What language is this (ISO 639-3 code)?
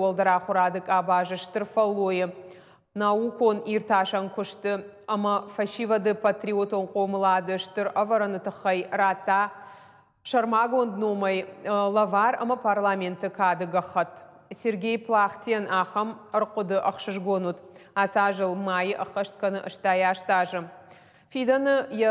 oss